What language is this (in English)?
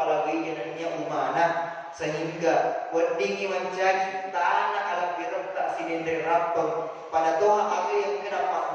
Buginese